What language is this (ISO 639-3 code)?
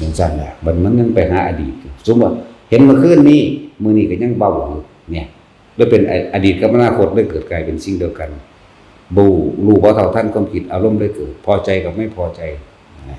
tts